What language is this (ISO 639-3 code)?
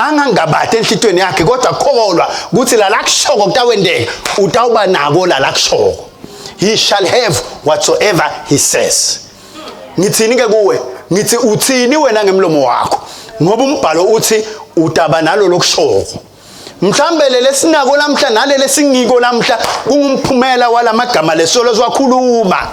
ssw